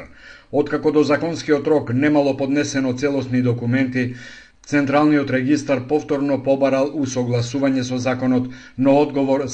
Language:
Macedonian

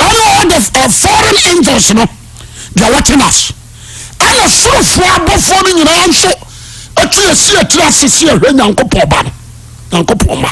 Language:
Akan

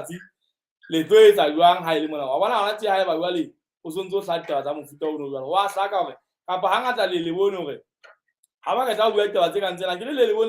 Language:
Southern Sotho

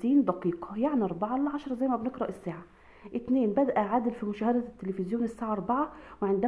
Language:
Egyptian Arabic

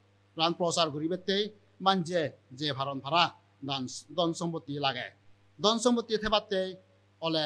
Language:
Chakma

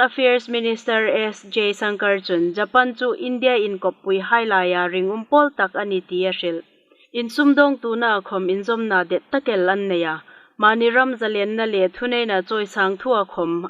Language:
Hmar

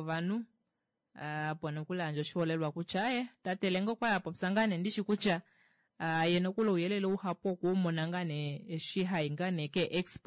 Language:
Kuanyama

